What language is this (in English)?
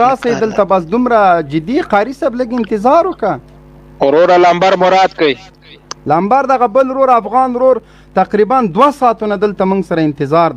Pashto